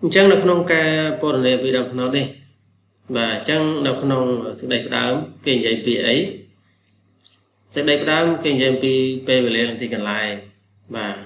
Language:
Khmer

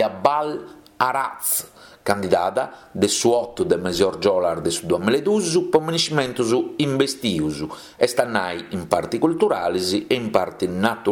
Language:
Sardinian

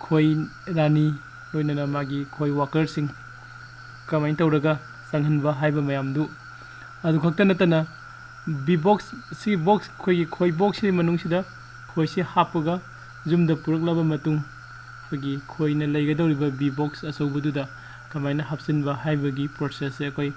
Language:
Manipuri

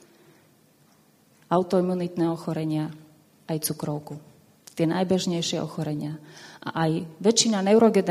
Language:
Slovak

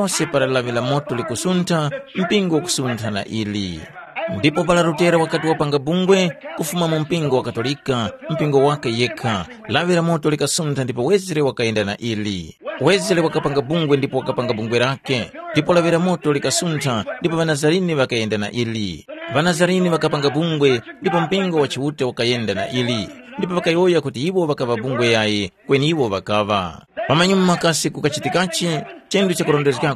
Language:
Tumbuka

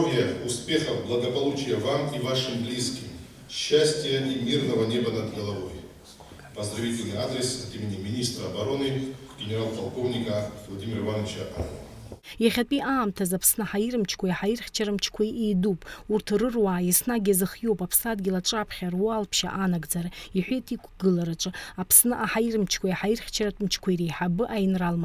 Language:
Abkhazian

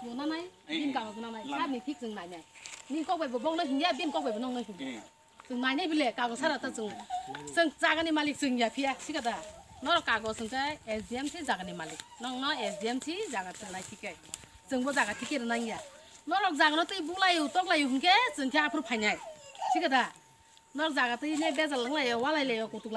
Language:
Kok Borok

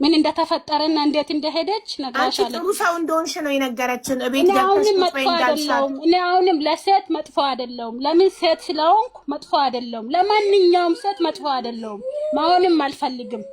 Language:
Amharic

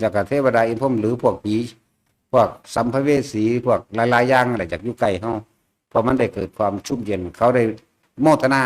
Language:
Northeastern Thai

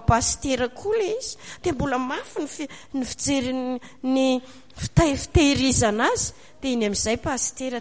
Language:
Malagasy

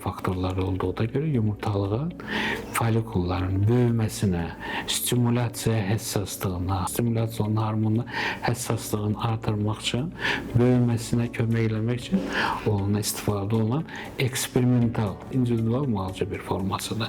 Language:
Azerbaijani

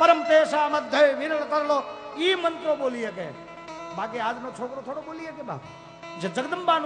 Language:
Gujarati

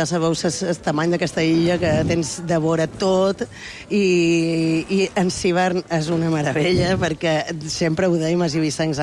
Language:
Catalan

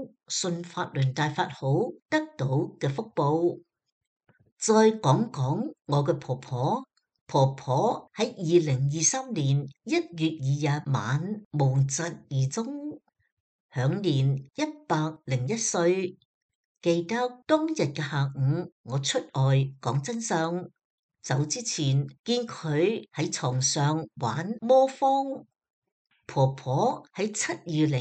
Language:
Cantonese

